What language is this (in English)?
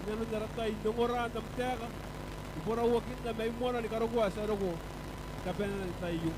Gilbertese